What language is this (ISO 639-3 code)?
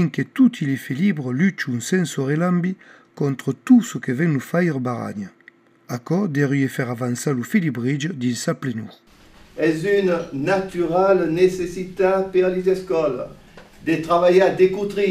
oci